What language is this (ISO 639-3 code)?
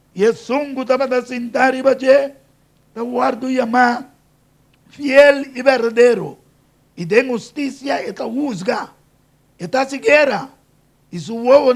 pap